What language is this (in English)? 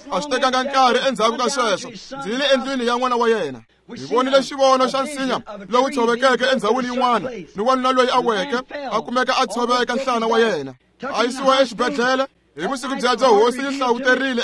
Tsonga